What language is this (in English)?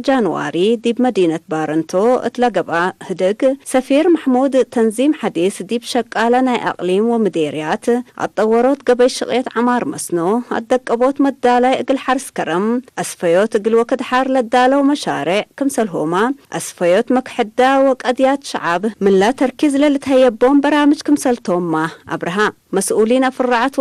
Tigre